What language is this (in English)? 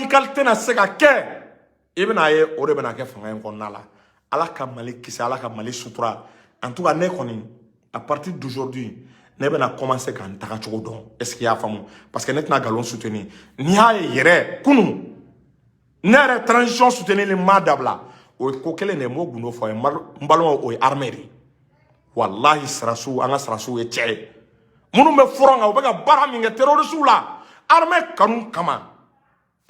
Bambara